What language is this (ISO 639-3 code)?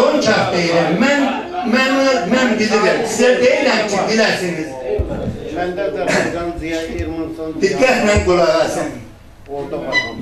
aze